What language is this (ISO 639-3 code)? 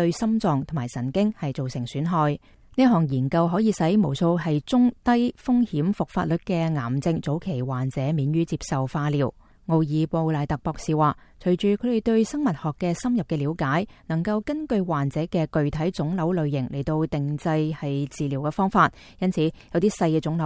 yue